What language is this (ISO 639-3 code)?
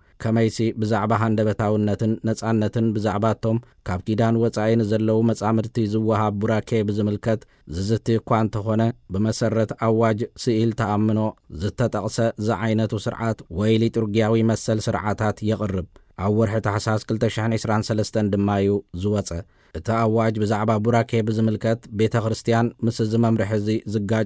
tir